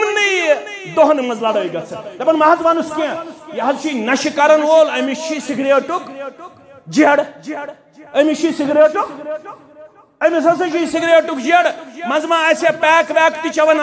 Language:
Kashmiri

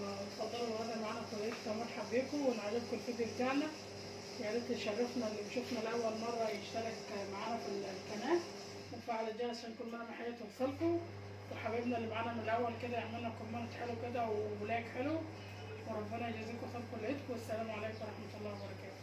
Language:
Egyptian Arabic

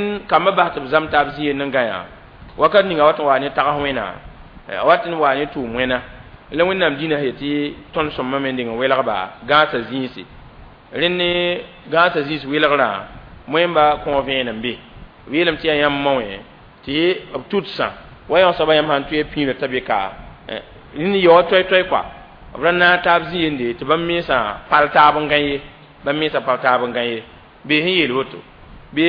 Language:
Mossi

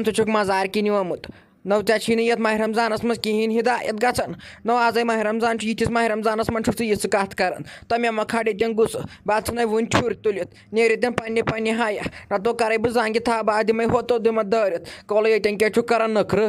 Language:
Kashmiri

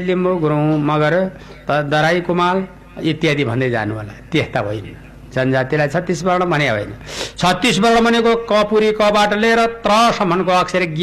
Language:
Nepali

